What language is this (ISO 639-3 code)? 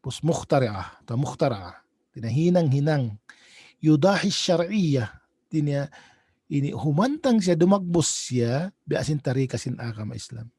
tsg